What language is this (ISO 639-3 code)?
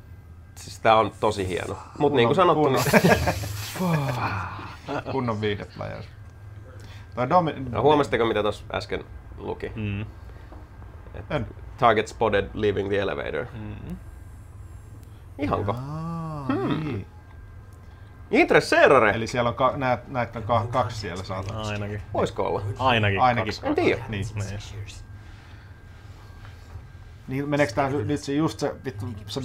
fin